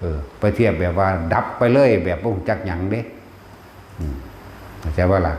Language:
Northeastern Thai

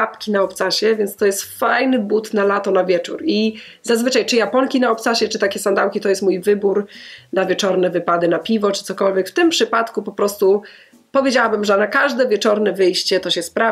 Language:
Polish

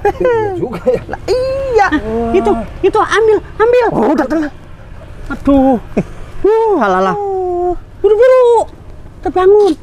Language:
Betawi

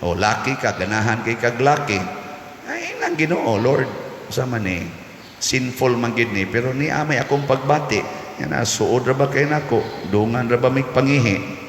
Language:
Cebuano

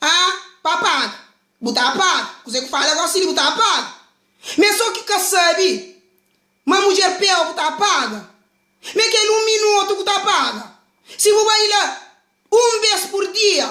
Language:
Kabuverdianu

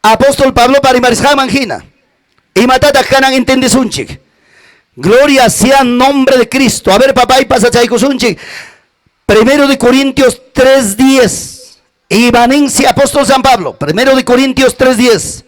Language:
Ayacucho Quechua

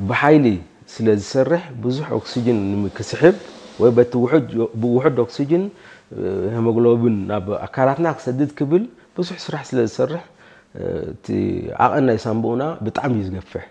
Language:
Tigrinya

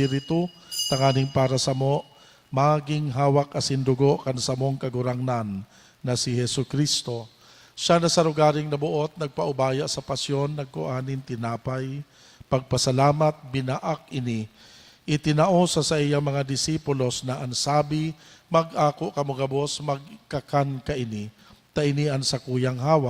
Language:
Bikol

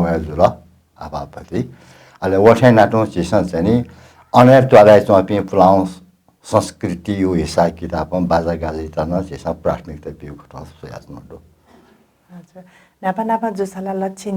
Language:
Newari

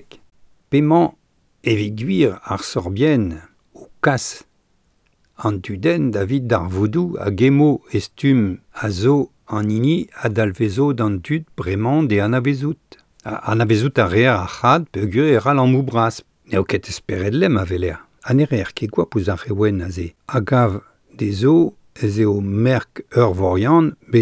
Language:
Breton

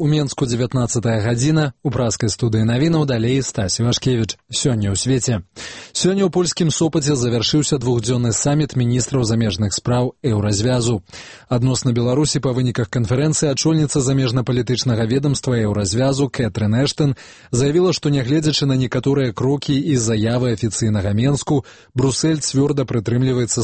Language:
Belarusian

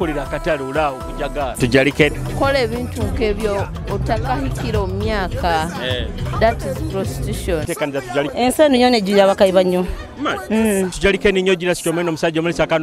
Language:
Nyoro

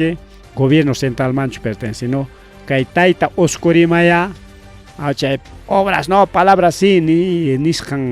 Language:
Ayacucho Quechua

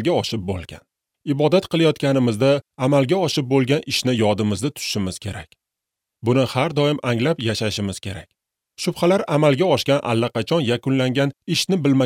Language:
Uzbek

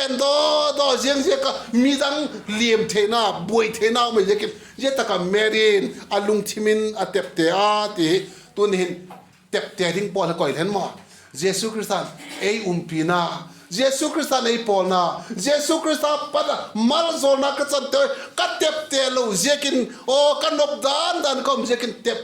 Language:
Vaiphei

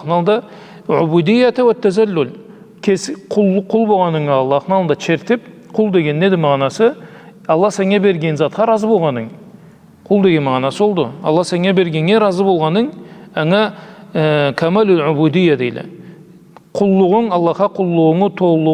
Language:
Karachay-Balkar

